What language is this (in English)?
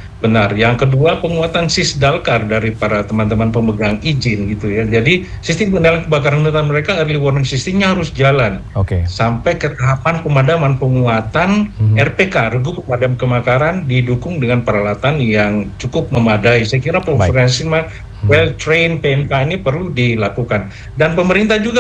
Indonesian